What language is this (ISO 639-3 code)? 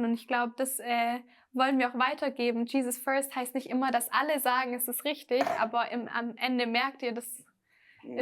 gsw